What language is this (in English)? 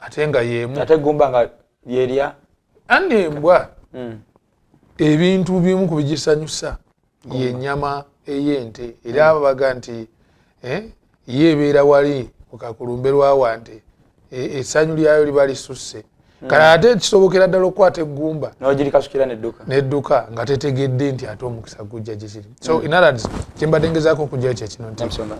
Ganda